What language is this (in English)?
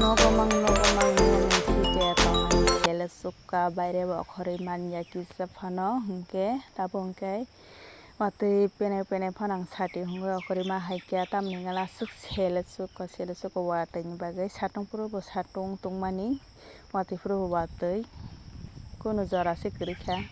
Kok Borok